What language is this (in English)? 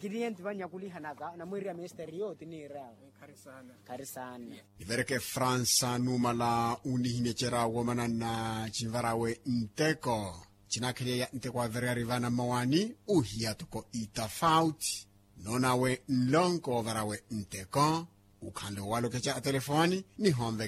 Makhuwa